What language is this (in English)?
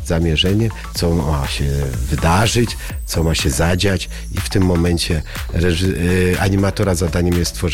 Polish